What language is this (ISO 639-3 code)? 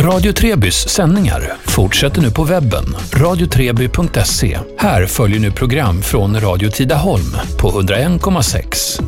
swe